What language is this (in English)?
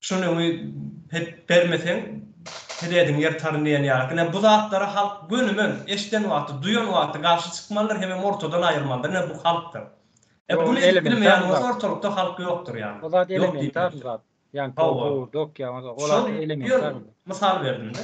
Turkmen